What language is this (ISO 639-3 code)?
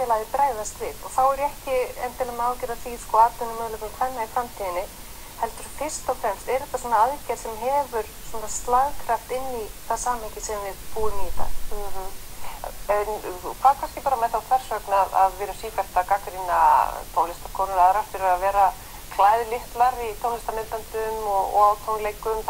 isl